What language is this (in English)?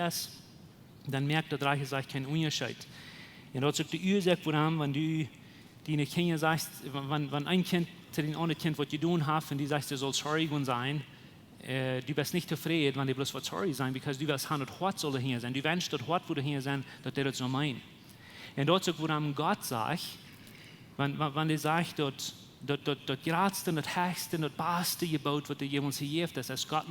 Plautdietsch